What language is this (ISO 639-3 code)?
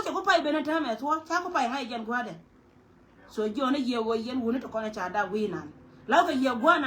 nus